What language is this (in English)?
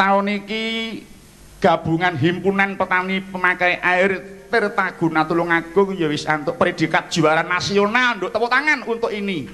Javanese